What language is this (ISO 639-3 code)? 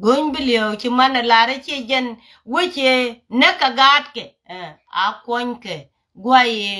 nus